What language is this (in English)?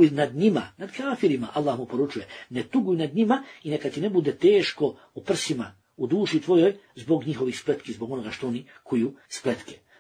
Bosnian